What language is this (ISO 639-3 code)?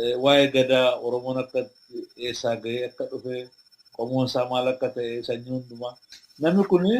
orm